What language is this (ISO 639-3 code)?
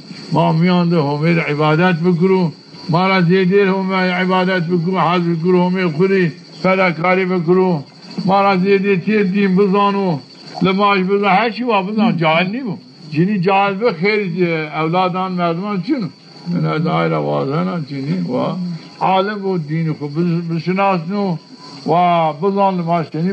zza